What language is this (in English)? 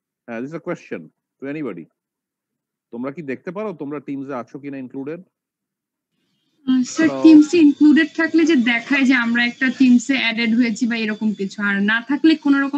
Bangla